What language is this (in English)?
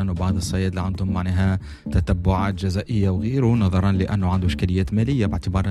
Tunisian Arabic